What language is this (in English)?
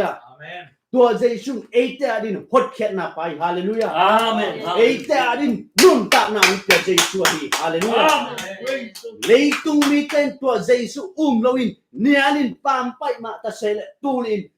Tedim Chin